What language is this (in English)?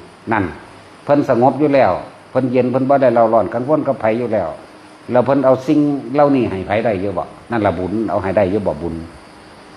Northeastern Thai